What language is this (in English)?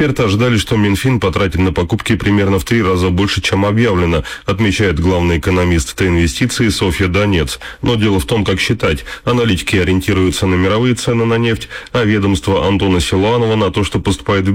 Russian